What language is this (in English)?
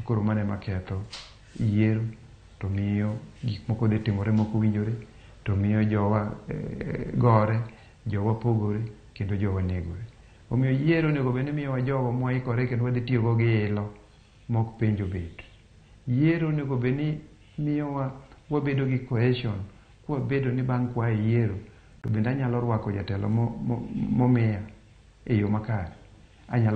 Luo (Kenya and Tanzania)